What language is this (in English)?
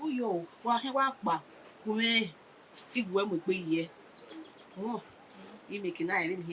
Bini